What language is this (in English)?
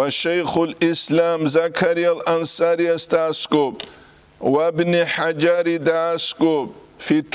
Avaric